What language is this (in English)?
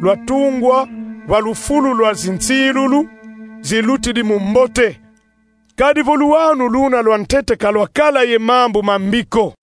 Kongo